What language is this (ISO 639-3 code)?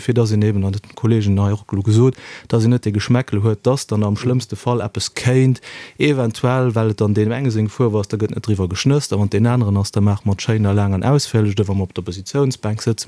ltz